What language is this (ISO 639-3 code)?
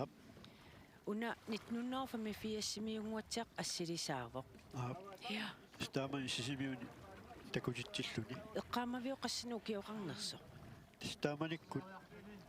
kal